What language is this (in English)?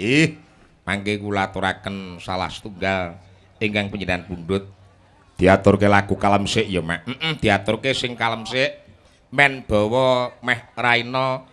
Javanese